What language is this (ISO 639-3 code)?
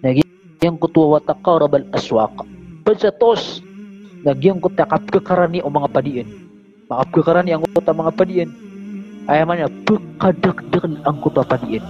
mrw